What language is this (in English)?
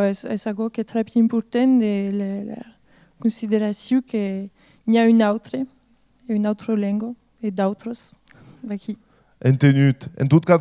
Occitan